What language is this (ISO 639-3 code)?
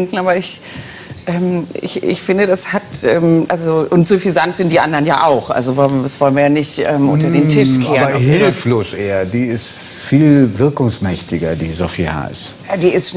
deu